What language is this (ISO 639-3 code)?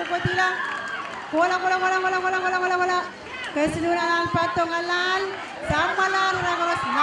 pon